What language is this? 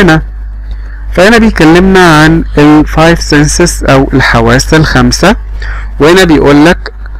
Egyptian Arabic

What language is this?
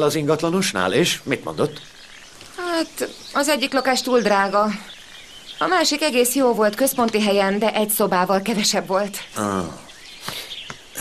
Hungarian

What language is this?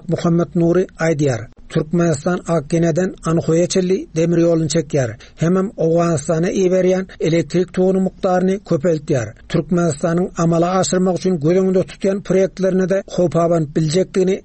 Turkmen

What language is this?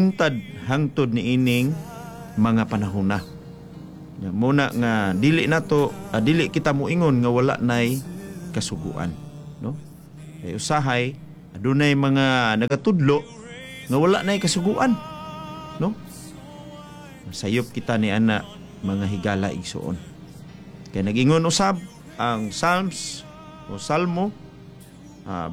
Cebuano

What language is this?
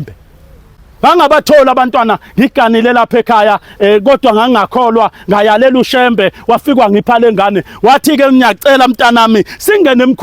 Zulu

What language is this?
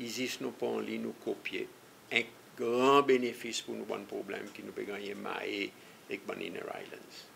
Seselwa Creole French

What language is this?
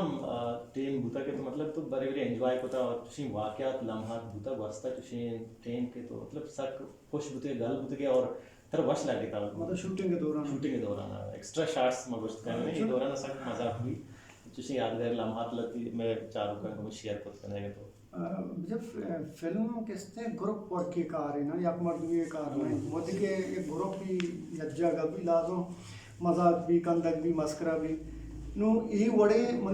Eastern Balochi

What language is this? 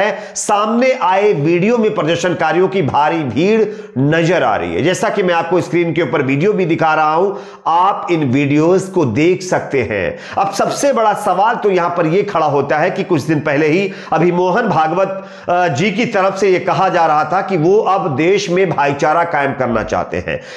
Hindi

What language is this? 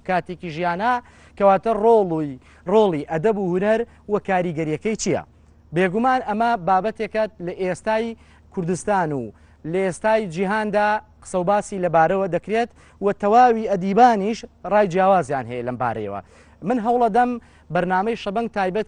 Central Kurdish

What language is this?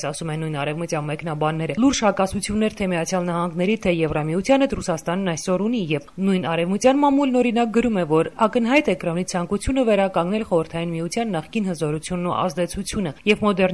Armenian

